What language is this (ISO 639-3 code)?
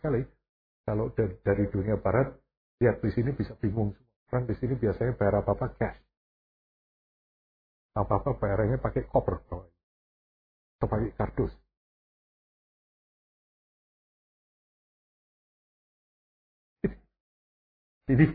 ind